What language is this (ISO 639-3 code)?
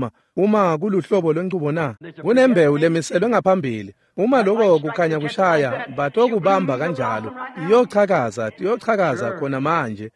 ssw